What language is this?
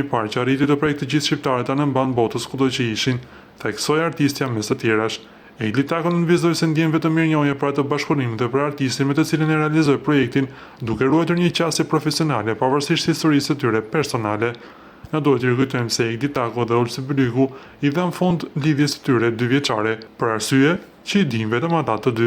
Albanian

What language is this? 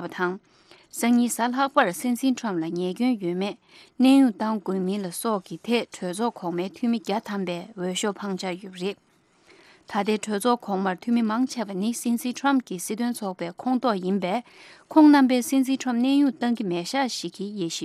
Tibetan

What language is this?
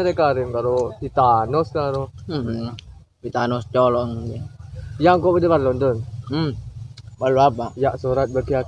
Madurese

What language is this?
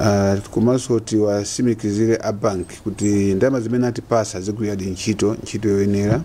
Nyanja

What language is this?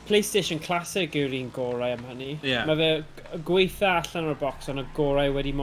Welsh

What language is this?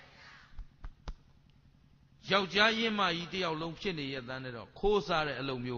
Burmese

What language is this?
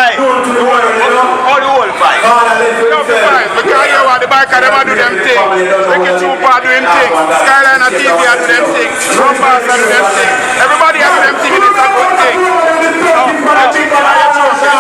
Jamaican Creole English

